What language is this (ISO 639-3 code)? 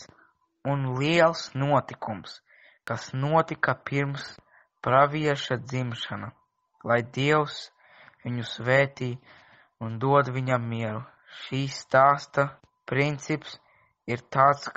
lav